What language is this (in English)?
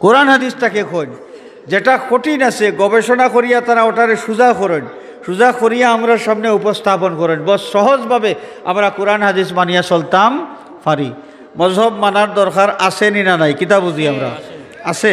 Sylheti